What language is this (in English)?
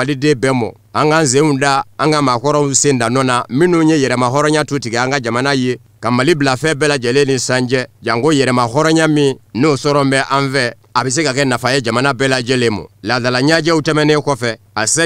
Bambara